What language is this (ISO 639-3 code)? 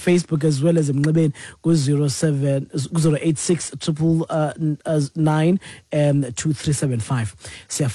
xho